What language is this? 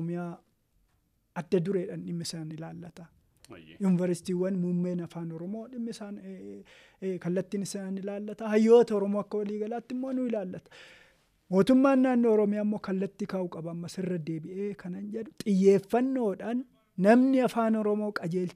Oromo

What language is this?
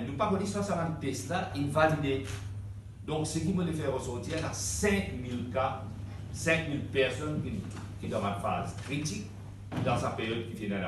Morisyen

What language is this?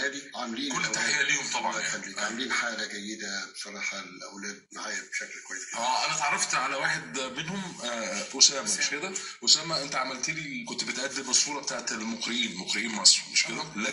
Egyptian Arabic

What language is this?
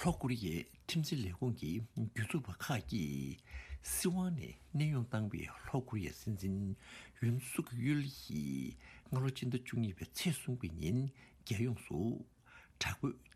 Tibetan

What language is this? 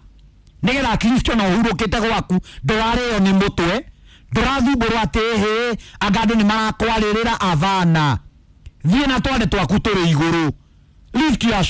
Kikuyu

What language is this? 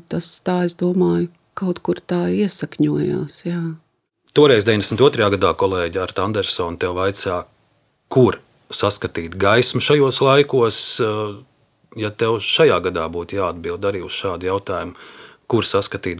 Latvian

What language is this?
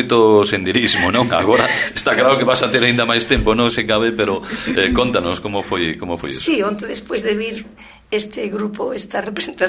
Galician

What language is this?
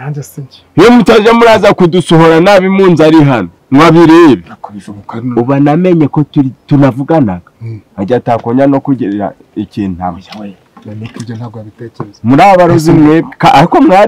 Kinyarwanda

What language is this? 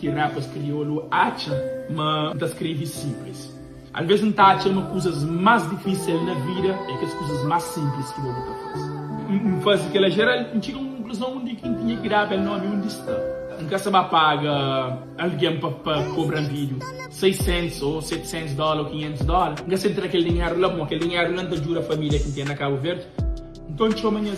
Kabuverdianu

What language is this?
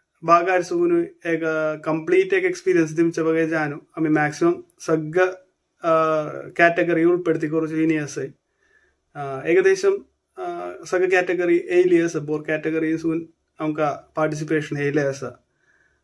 Konkani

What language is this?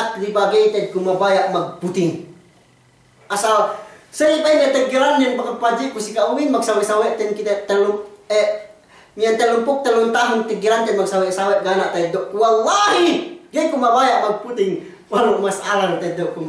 Yakan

